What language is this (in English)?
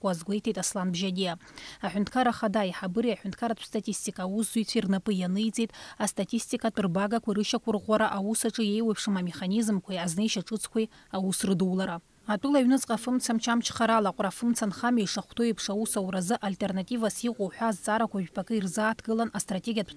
Abkhazian